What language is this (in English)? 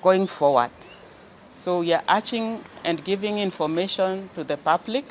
Kikuyu